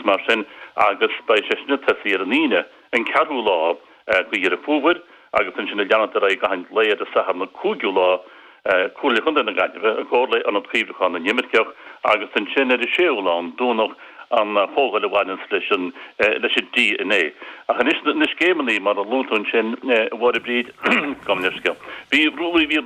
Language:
Irish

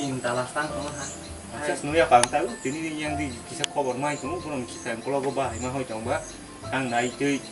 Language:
Kok Borok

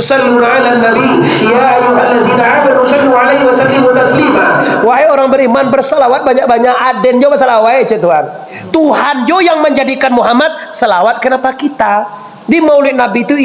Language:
Minangkabau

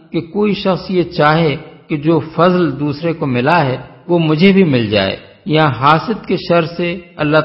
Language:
Urdu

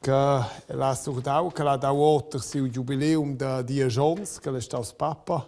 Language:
Romansh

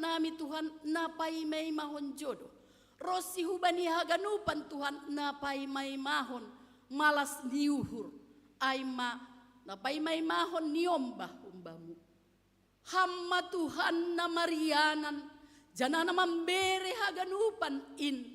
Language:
Batak Simalungun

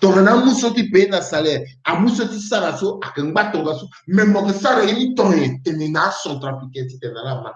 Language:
Sango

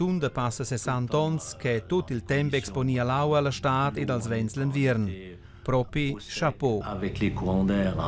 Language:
Romansh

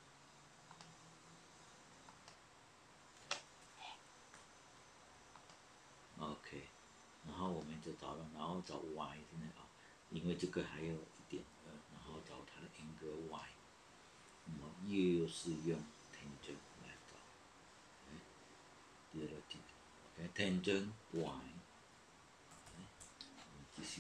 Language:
Chinese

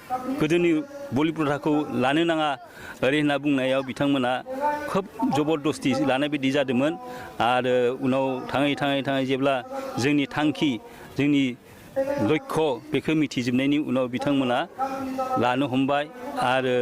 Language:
Bodo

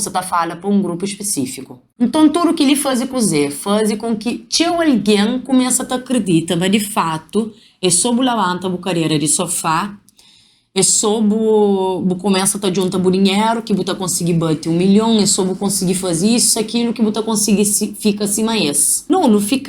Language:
Kabuverdianu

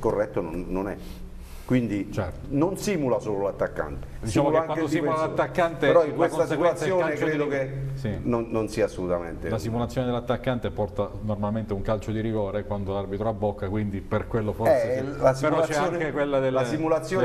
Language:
Italian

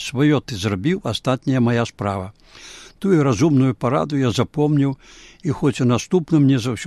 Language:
Belarusian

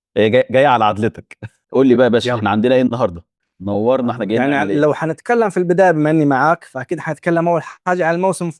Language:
Egyptian Arabic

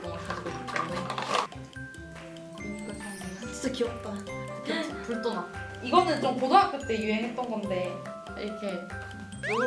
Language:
Korean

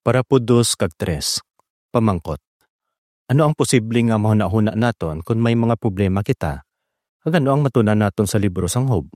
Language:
Hiligaynon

